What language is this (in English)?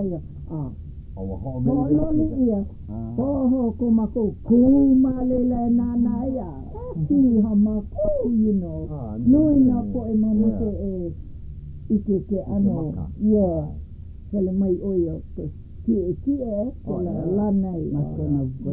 Hawaiian